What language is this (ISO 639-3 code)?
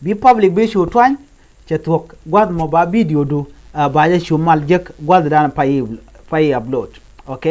nus